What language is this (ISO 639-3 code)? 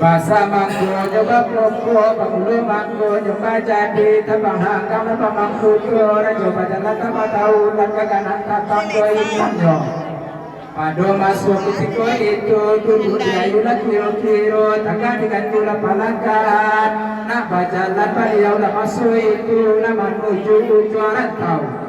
min